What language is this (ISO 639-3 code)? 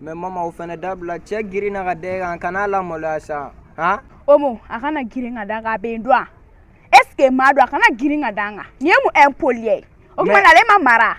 bam